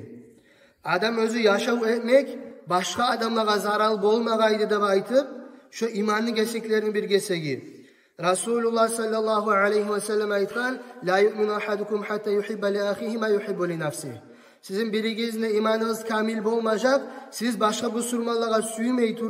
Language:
Kumyk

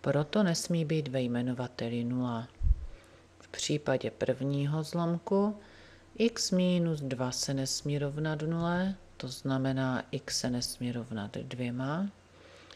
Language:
Czech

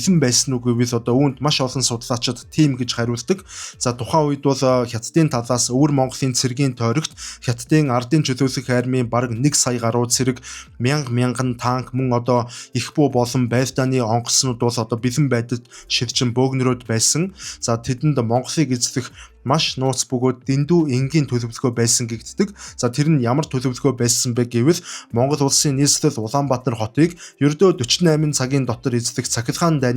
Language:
Mongolian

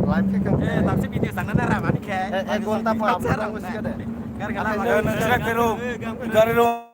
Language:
Kok Borok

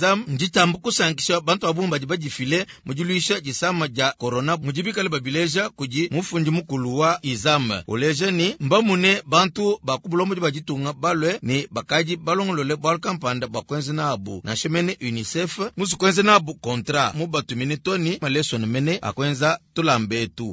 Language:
Luba-Lulua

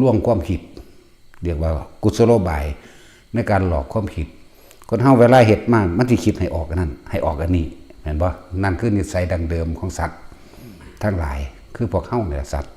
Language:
Northeastern Thai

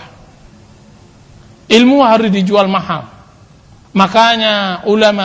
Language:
Indonesian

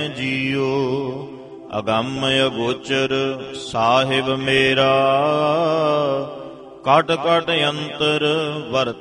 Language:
Punjabi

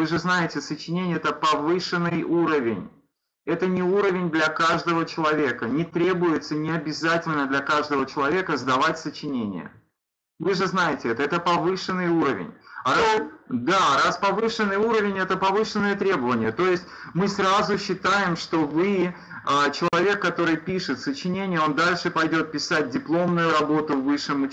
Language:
Russian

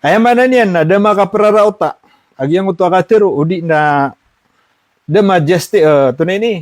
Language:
Maranao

